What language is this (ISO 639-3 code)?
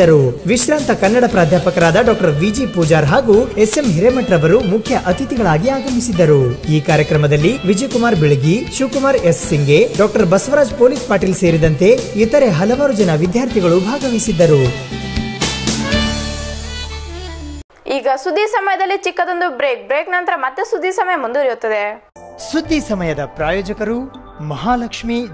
kan